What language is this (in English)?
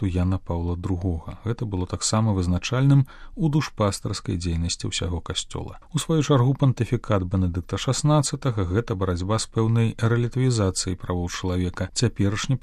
Belarusian